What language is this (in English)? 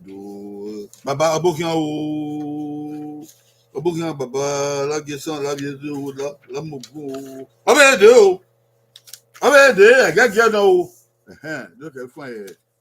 Bini